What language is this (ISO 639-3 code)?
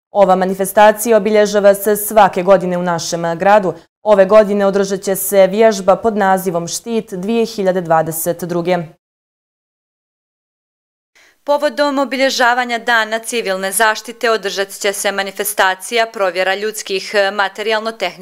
bos